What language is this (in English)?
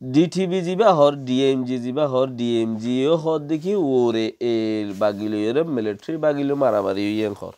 Rohingya